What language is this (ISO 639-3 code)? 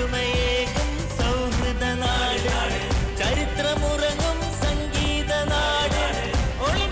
mal